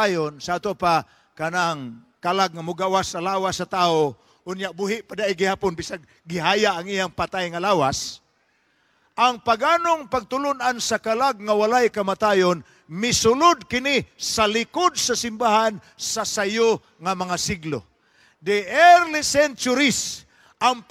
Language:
Cebuano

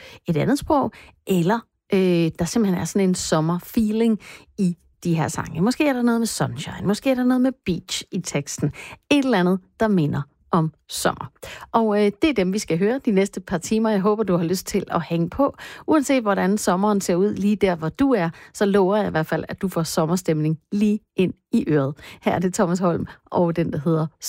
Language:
Danish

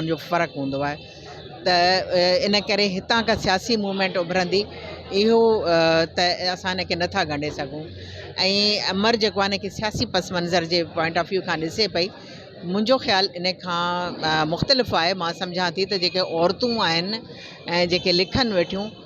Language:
Sindhi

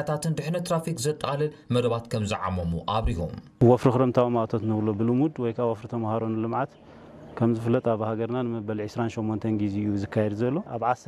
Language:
Tigrinya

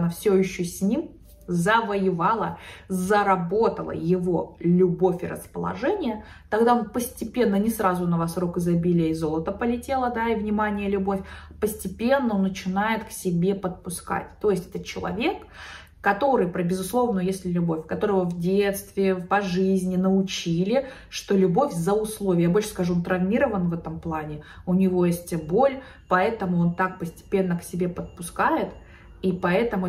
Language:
Russian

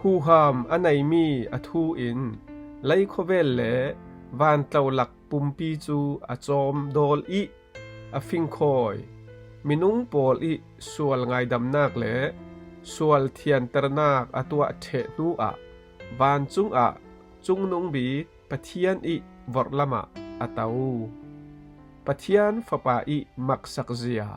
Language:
Falam Chin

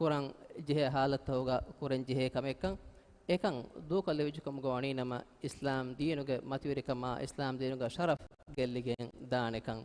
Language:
Divehi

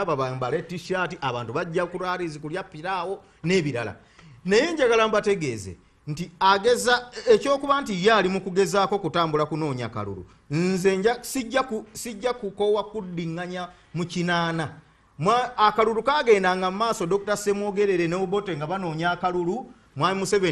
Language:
Ganda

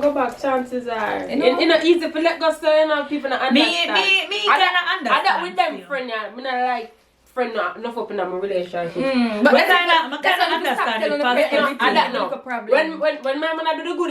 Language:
Jamaican Creole English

